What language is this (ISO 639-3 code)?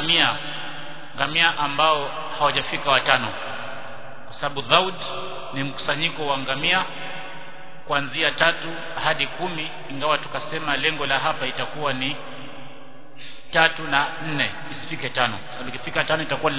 swa